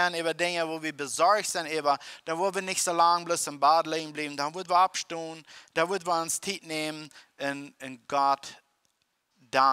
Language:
Plautdietsch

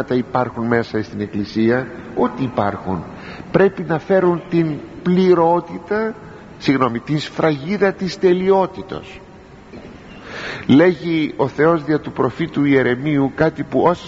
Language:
Greek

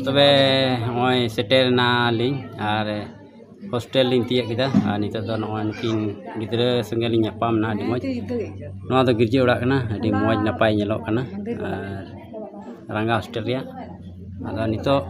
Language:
Santali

